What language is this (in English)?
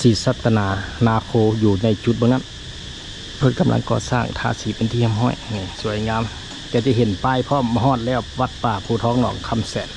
Lao